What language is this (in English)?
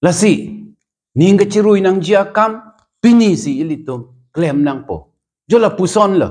Karbi